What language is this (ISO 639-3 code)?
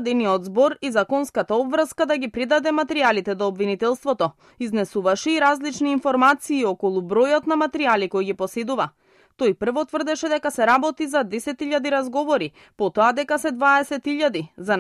mkd